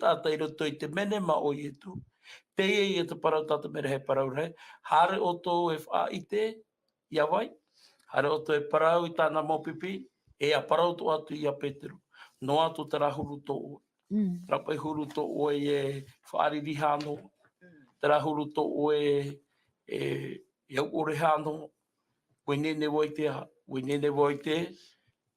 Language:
Tahitian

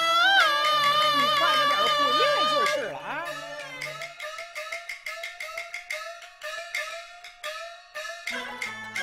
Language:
Chinese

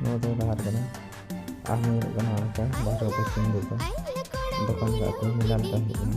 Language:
Santali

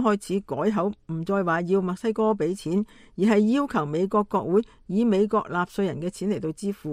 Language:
Cantonese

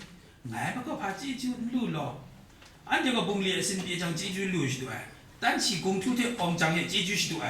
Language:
Kachin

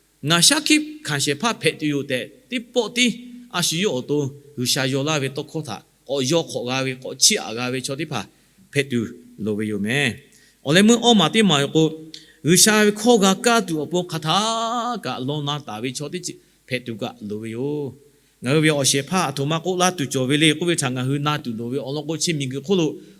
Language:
Lahu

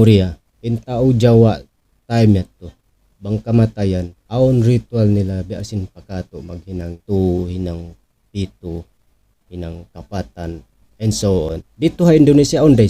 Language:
Tausug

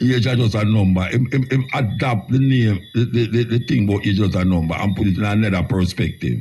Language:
Jamaican Creole English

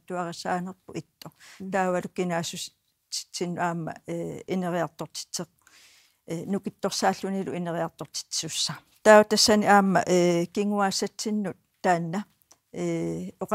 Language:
Kalaallisut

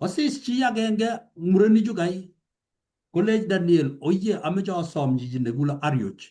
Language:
Kalenjin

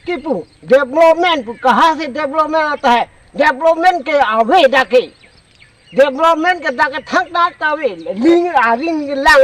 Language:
Karbi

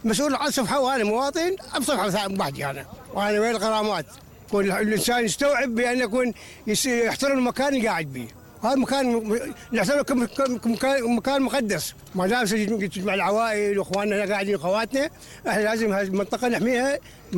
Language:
Mesopotamian Arabic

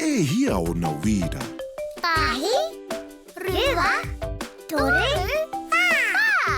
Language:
Māori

